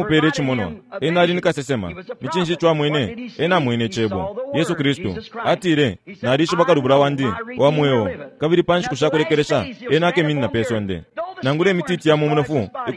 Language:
Bemba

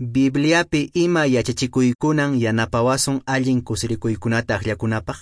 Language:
Quechua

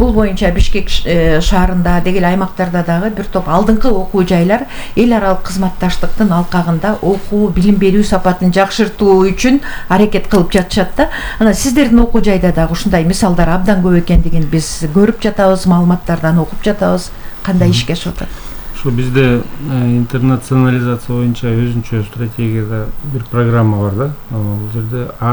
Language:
Kyrgyz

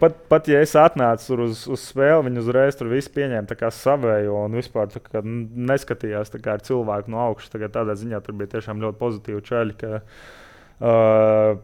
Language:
Latvian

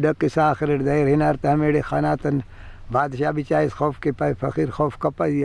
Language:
Brahui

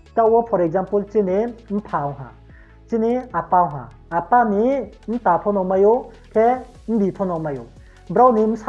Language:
Riang (India)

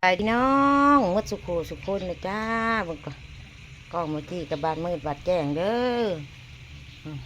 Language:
Northeastern Thai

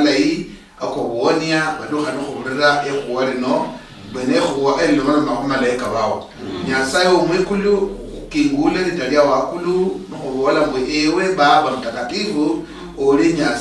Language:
Luyia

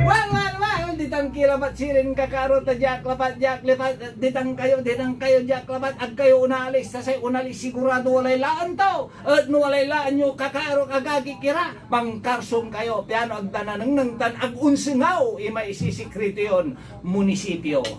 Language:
Pangasinan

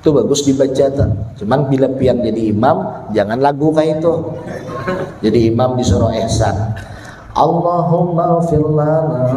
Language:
Banjar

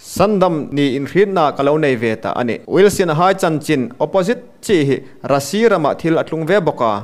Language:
Hmar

